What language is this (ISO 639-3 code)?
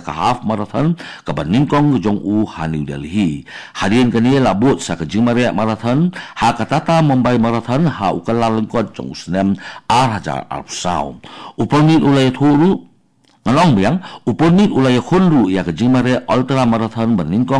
kha